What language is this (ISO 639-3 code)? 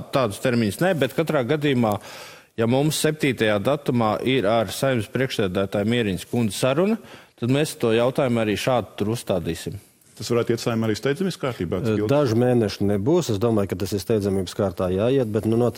lav